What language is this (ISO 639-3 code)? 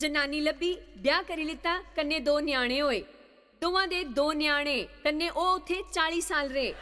doi